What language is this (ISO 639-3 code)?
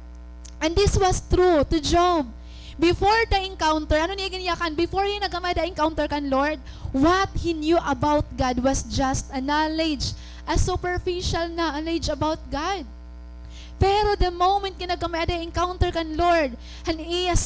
war